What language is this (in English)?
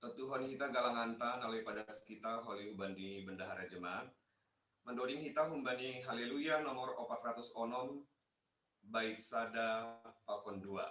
Batak Simalungun